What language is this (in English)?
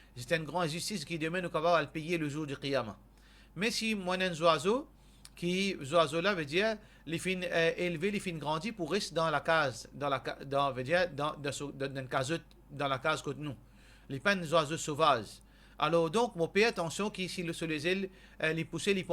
Morisyen